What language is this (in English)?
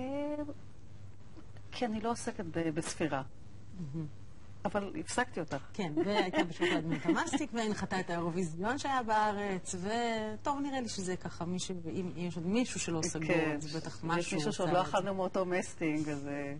Hebrew